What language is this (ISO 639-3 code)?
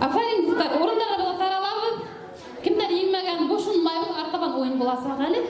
bak